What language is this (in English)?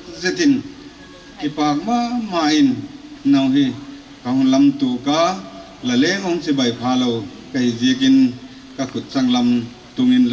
Paite Chin